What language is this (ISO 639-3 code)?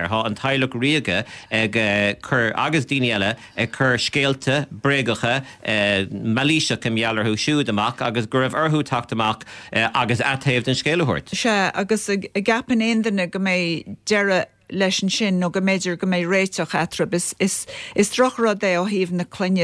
gle